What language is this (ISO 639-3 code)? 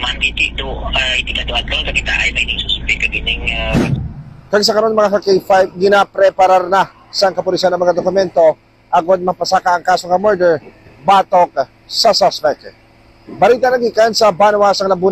hil